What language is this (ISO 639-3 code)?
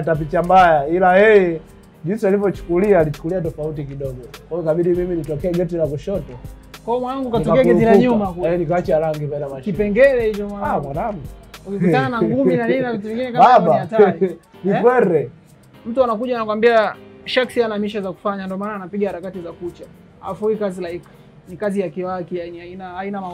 swa